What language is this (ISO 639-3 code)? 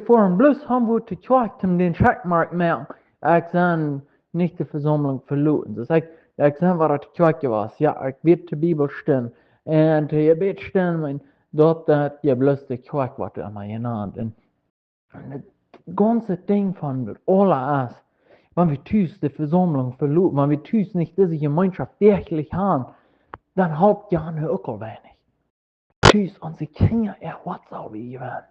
pdt